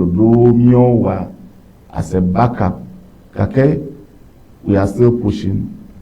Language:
Ewe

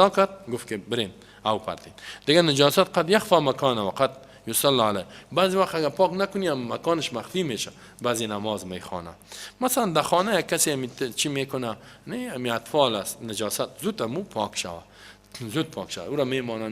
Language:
Persian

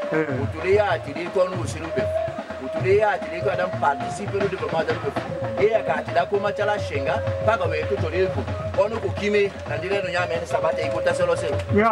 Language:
Tetela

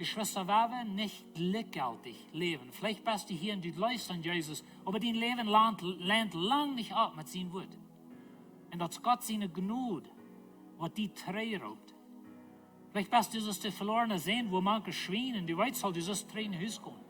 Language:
Plautdietsch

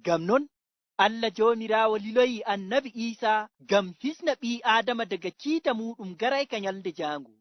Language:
Fula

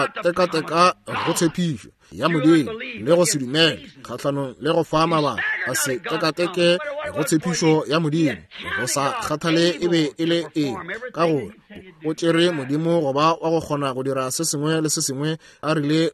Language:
Northern Sotho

